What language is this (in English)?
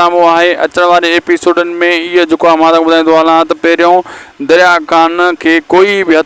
Sindhi